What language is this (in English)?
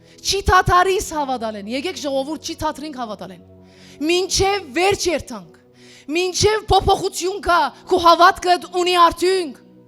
Western Armenian